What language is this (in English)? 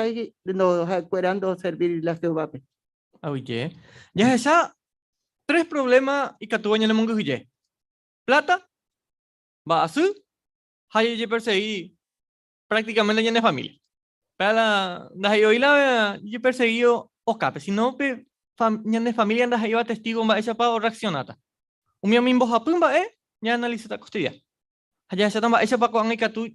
Guarani